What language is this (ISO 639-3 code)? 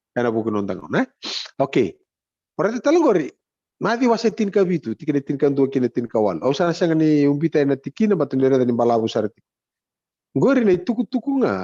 fij